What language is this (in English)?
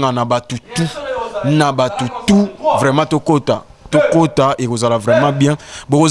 Lingala